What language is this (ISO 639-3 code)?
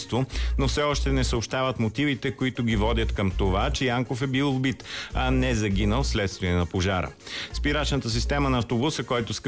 bul